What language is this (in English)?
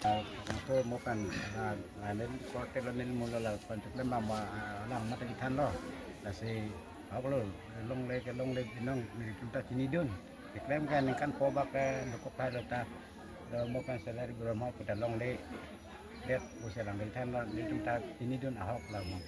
Karbi